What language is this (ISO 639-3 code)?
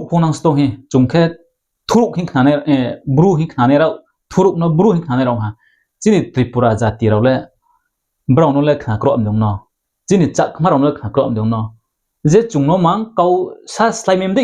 ria